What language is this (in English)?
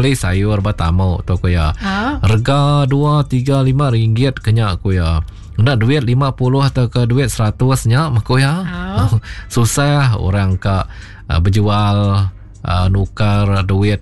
Iban